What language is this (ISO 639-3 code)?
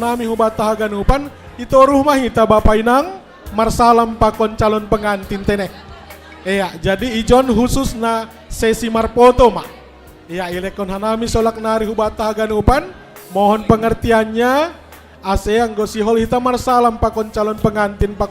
bts